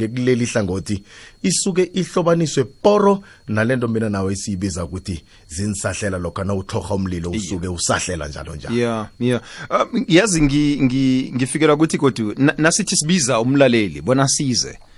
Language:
South Ndebele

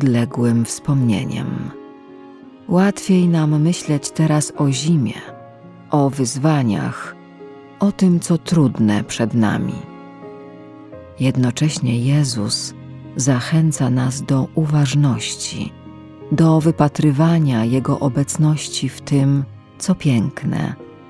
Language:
Polish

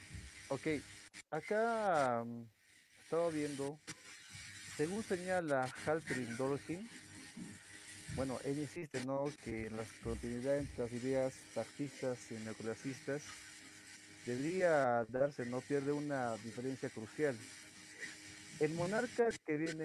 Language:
Spanish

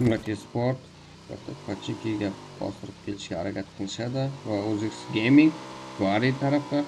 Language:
Kara-Kalpak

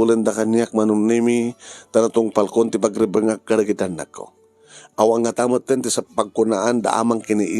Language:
Iloko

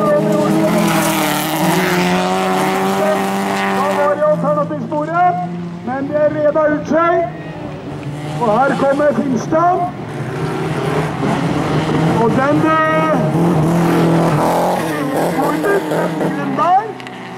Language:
Norwegian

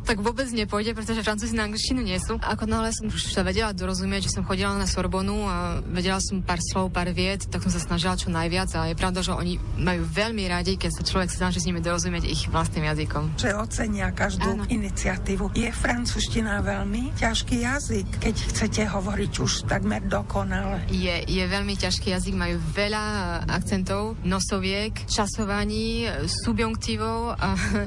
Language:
Slovak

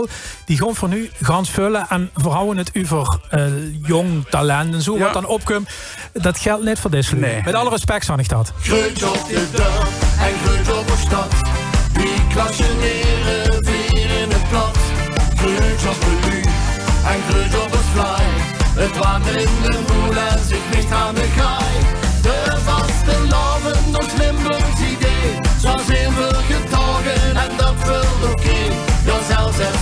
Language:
Limburgish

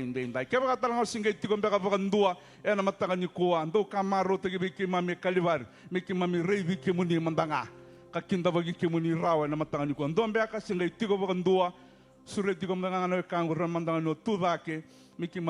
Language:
Fijian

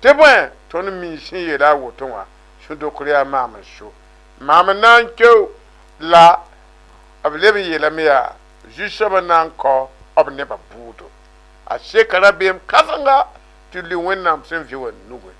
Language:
Mossi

